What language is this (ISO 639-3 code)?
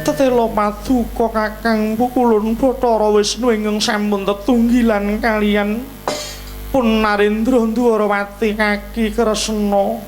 jav